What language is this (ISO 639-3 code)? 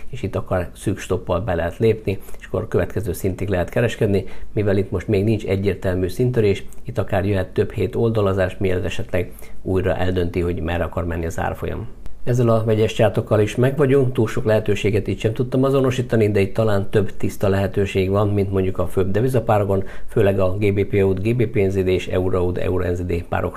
hun